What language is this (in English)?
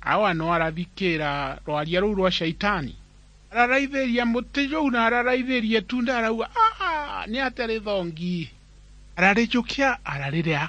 Meru